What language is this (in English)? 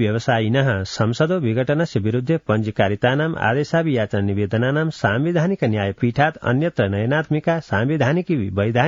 Sanskrit